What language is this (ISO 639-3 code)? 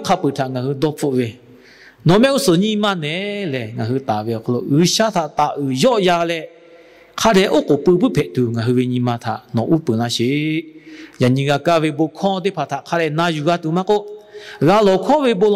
lhu